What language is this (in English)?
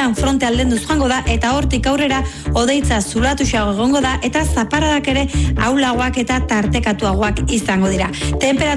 Basque